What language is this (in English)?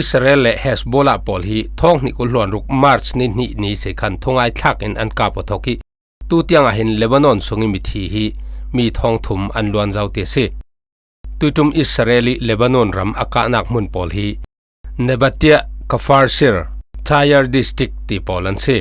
Falam Chin